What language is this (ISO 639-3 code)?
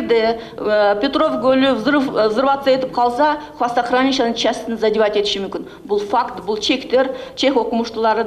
kir